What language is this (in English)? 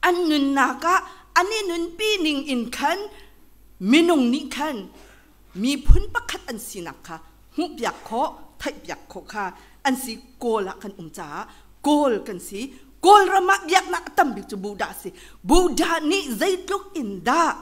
Hakha Chin